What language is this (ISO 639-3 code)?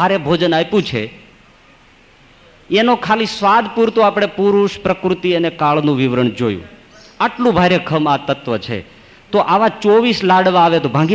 guj